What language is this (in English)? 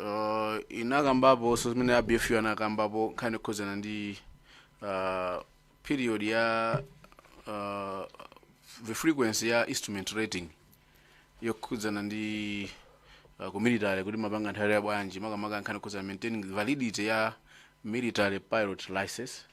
Nyanja